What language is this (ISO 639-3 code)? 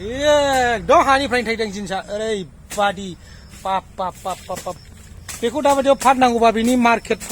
brx